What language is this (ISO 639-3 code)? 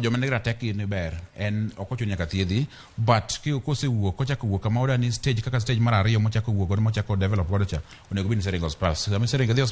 luo